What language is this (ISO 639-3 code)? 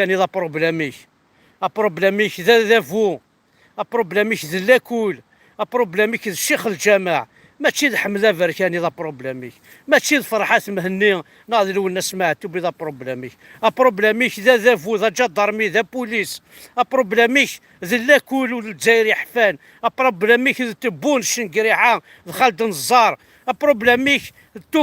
kab